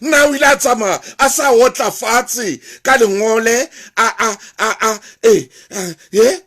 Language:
Southern Sotho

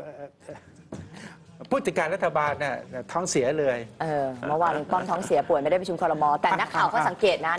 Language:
Thai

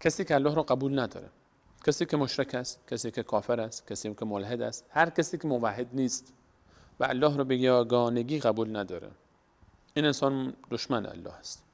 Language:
Persian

